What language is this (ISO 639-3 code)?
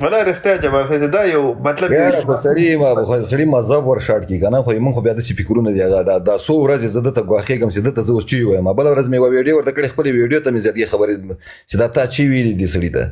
pus